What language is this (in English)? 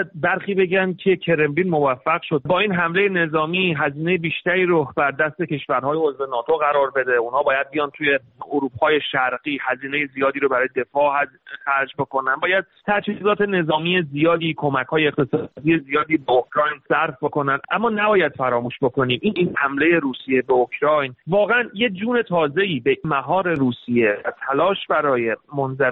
Persian